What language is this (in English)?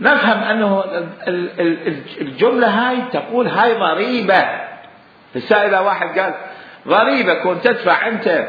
Mesopotamian Arabic